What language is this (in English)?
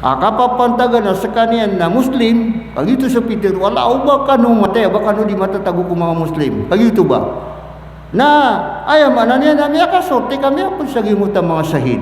Maranao